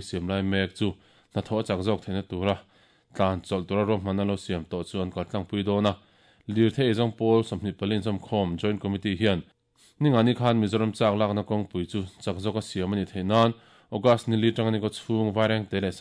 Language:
Mizo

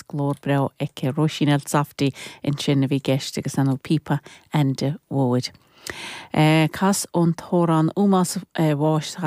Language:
Irish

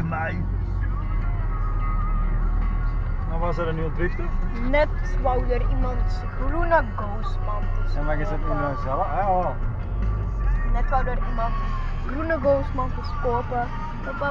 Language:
Dutch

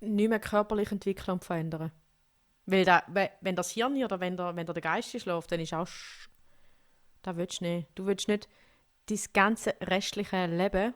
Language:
Swiss German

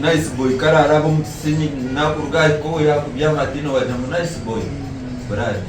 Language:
Nyankole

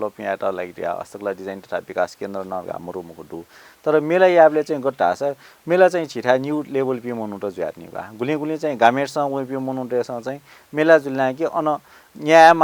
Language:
Newari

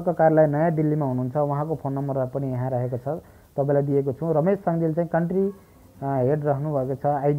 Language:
Nepali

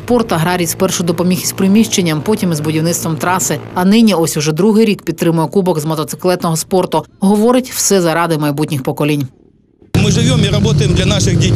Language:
Ukrainian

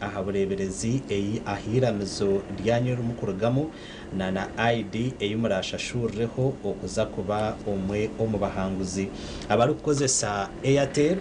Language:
Nyankole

